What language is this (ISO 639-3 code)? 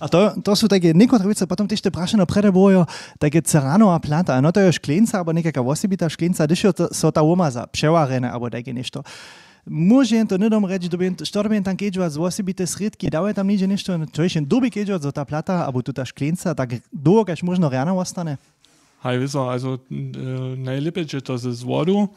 hsb